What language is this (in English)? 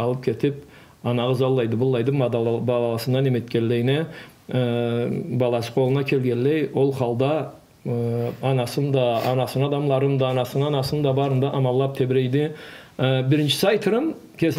Karachay-Balkar